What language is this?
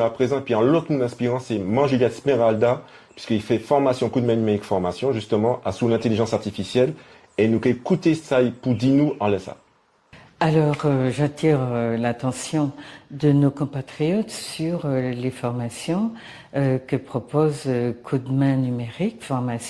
Guadeloupean Creole French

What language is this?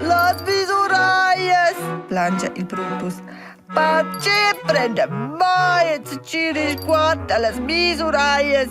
Romansh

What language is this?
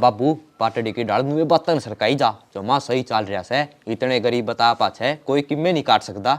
Haryanvi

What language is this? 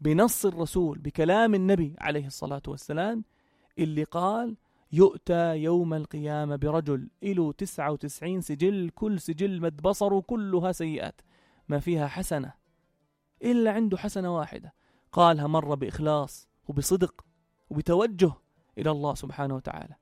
North Levantine Arabic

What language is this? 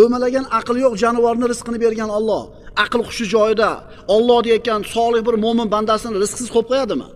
Uzbek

